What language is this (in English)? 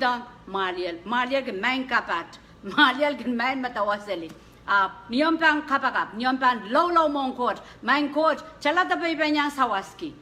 Pohnpeian